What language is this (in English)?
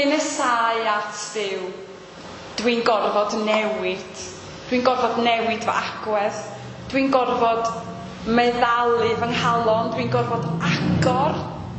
Welsh